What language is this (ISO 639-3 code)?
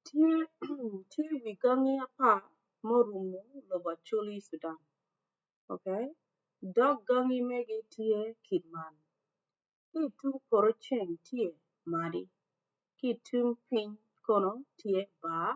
ach